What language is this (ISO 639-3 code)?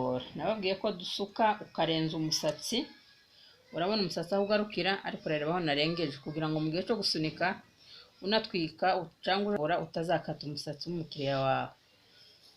kin